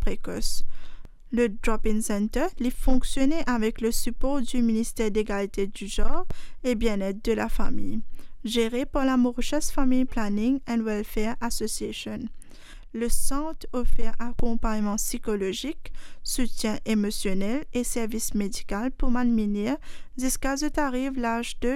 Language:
Morisyen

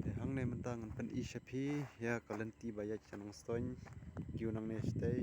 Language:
Khasi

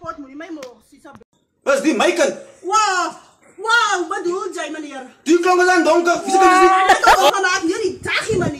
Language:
Afrikaans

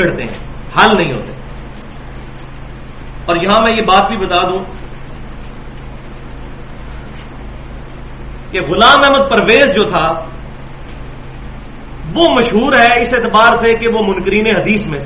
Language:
Urdu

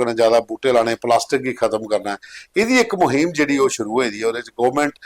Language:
Dogri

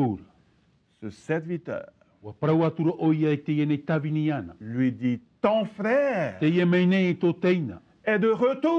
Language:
Tahitian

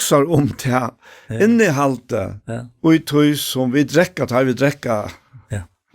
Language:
Faroese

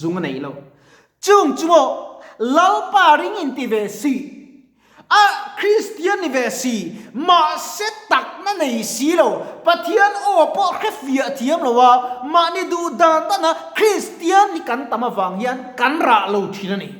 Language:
Mizo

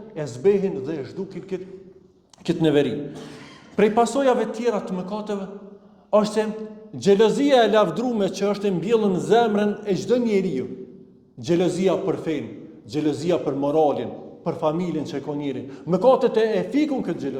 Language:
Albanian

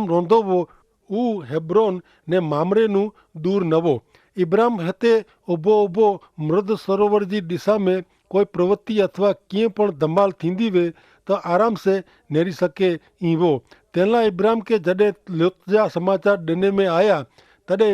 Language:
Kachhi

